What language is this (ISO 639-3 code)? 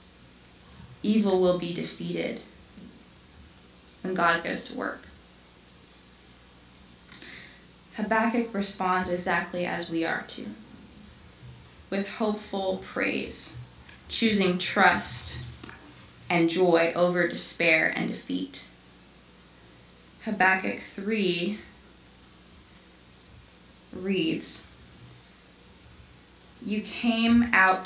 eng